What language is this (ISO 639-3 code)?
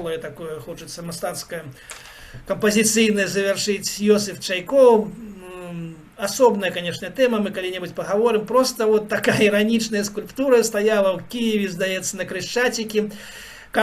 bel